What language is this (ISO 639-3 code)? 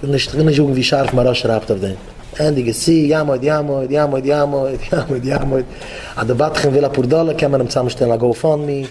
yid